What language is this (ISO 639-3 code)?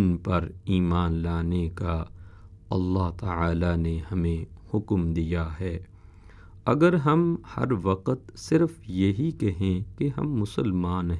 urd